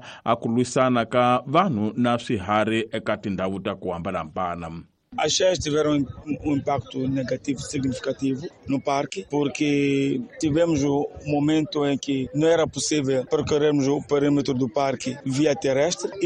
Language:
Tsonga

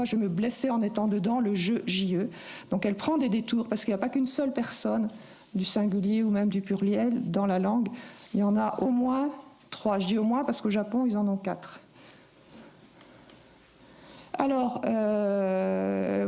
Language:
French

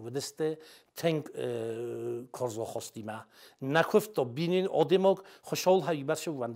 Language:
Ossetic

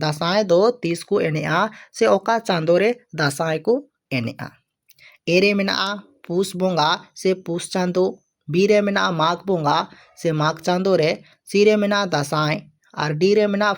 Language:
Santali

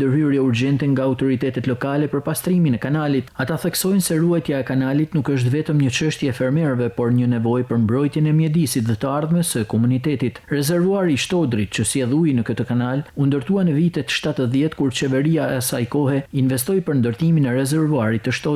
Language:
Albanian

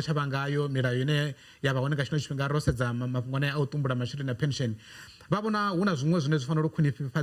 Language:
Venda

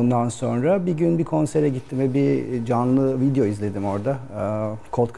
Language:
Turkish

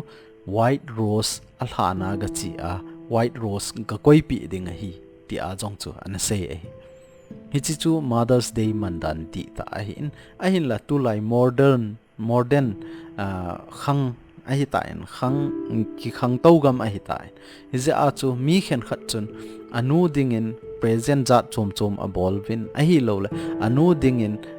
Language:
Thado Chin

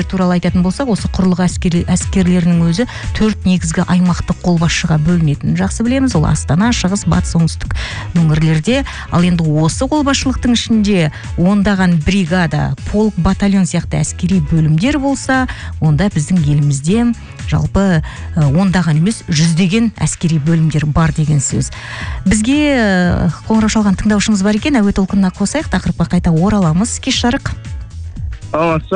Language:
Kazakh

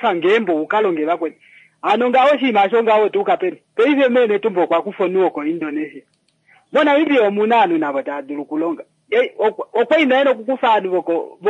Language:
Kuanyama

